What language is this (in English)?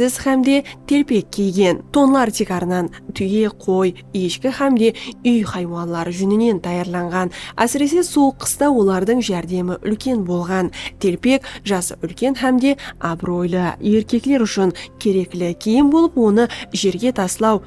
Kara-Kalpak